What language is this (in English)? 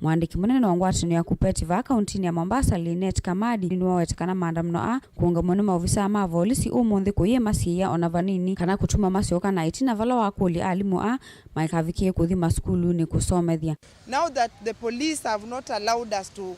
Kamba